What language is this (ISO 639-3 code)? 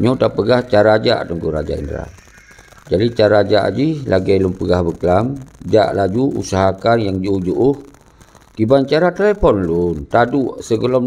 ace